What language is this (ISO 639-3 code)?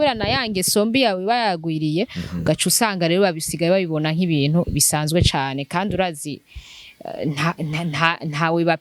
run